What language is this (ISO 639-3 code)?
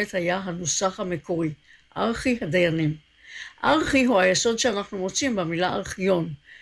heb